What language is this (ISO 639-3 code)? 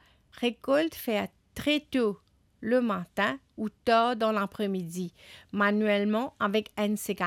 mfe